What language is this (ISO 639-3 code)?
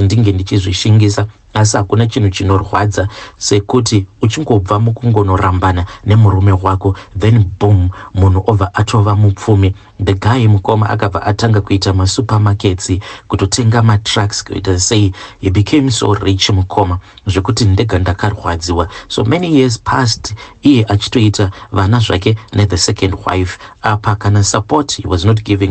sna